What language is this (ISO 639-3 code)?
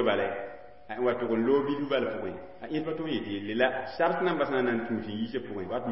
mos